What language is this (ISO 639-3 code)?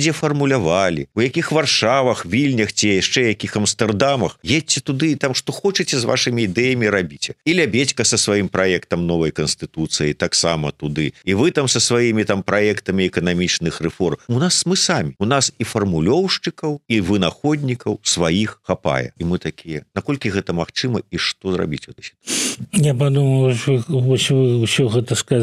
bel